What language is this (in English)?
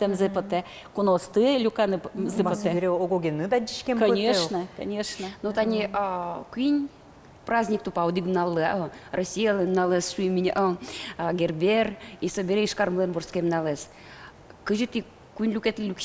Udmurt